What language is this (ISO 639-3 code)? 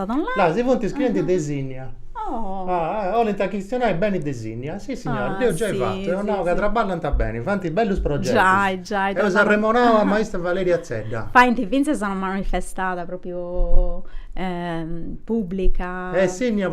srd